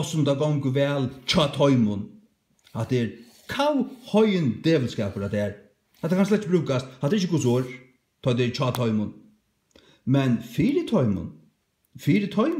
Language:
Faroese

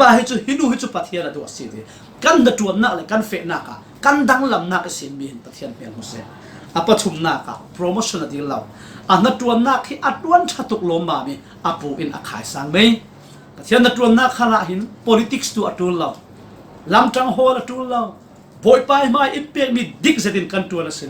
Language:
Falam Chin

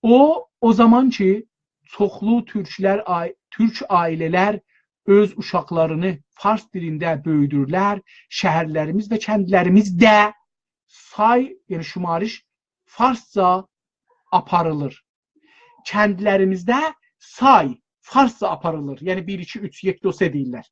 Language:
South Azerbaijani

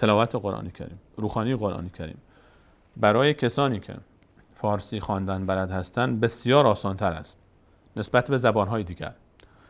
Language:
Persian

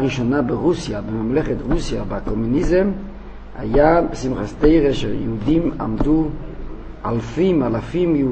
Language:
Hebrew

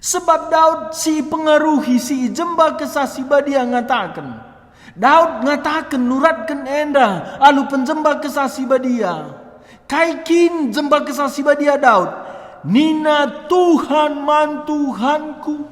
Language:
Batak Karo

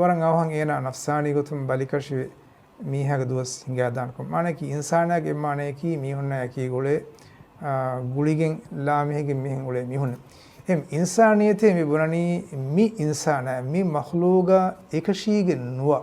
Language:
Divehi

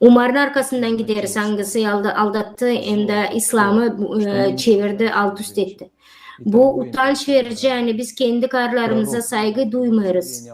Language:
Gagauz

